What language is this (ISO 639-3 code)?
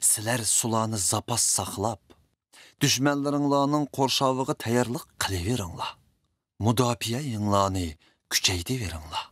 uig